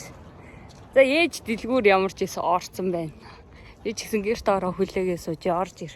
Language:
Mongolian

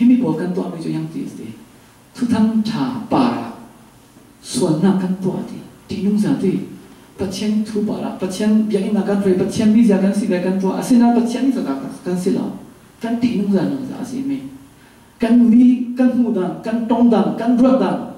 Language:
Falam Chin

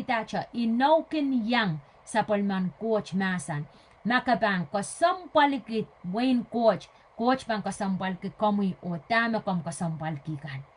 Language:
Pohnpeian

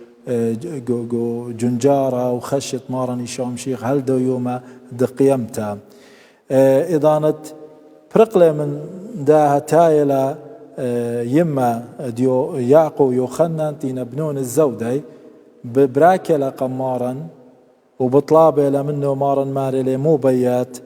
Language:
Assyrian Neo-Aramaic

